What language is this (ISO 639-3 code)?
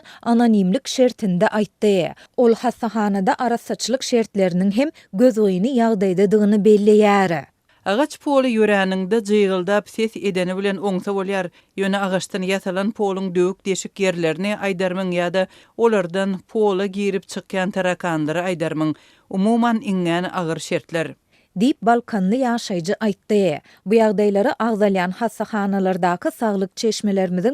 tuk